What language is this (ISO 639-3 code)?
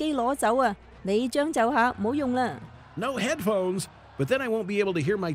yue